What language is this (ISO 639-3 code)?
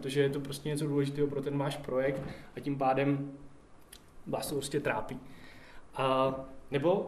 ces